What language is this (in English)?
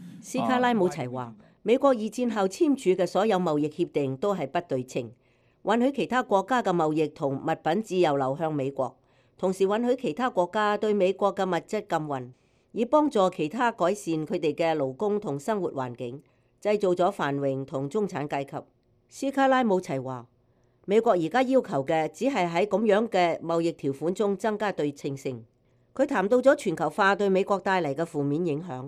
Cantonese